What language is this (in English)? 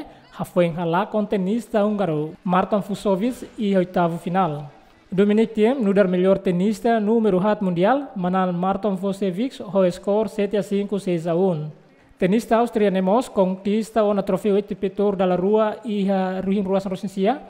Tetum